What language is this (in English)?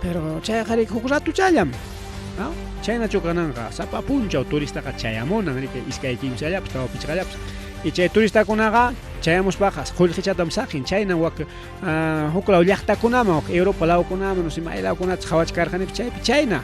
Ayacucho Quechua